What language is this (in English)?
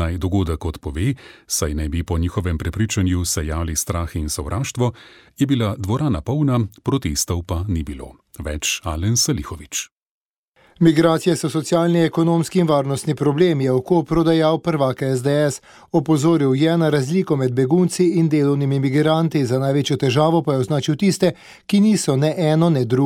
Slovenian